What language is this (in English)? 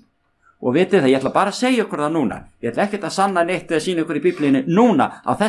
Icelandic